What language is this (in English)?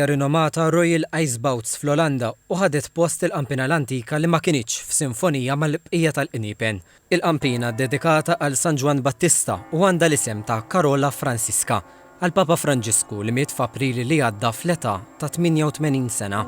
Maltese